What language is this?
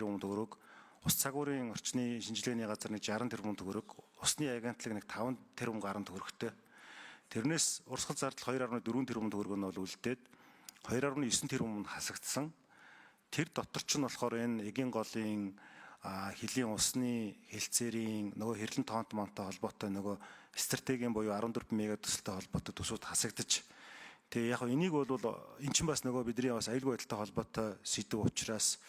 Mongolian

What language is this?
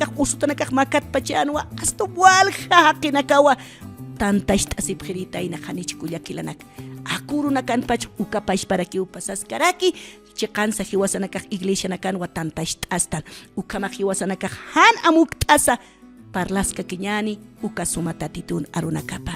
Aymara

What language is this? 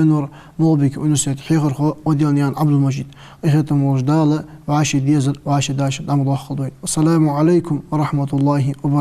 Ingush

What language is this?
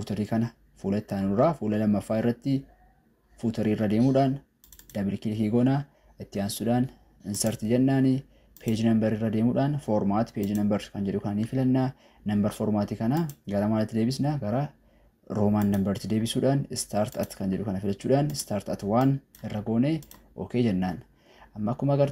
Oromo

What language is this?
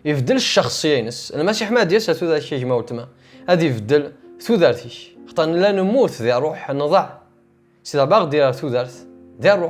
Kabyle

